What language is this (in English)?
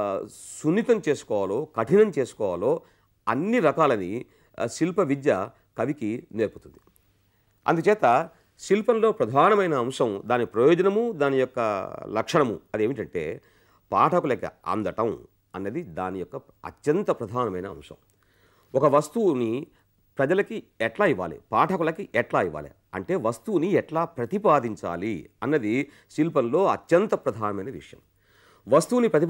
Telugu